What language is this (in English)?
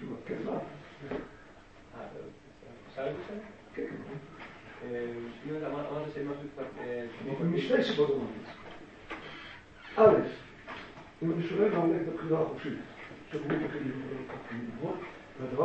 Hebrew